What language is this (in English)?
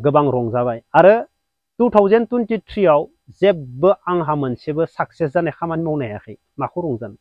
Bodo